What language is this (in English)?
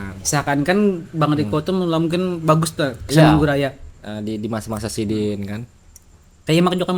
Banjar